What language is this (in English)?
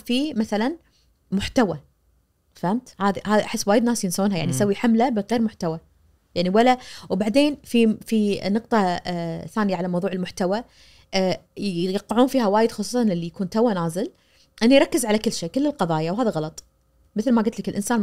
Najdi Arabic